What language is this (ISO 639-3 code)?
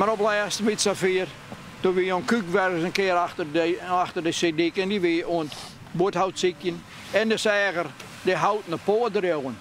fry